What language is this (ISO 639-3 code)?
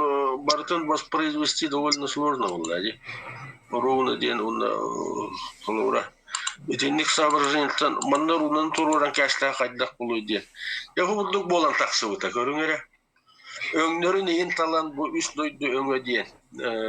sah